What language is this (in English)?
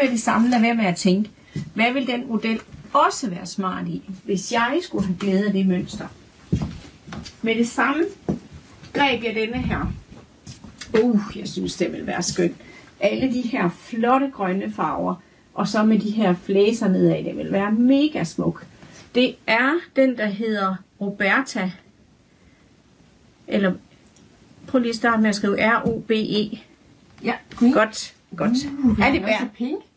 Danish